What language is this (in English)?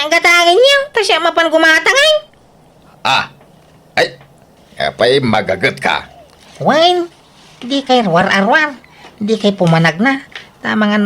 Iloko